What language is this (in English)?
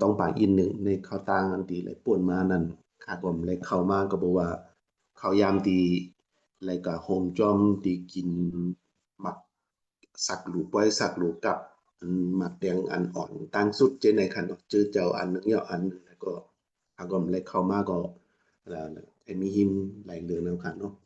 Shan